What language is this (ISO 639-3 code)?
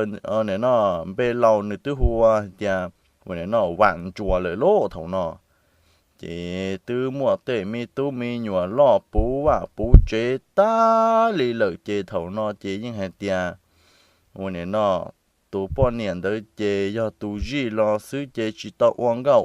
hmn